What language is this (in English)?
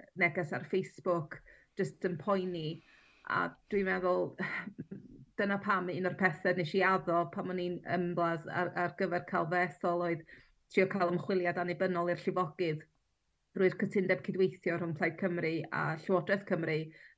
Welsh